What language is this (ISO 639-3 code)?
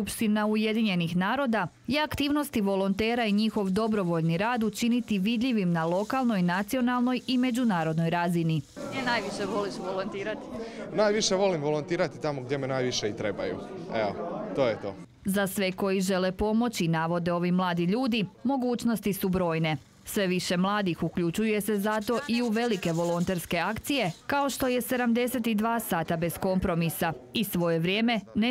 hrv